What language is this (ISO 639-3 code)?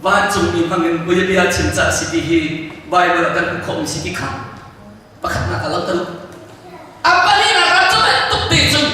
cnh